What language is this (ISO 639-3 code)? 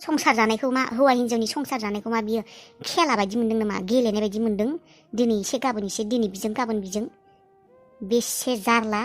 brx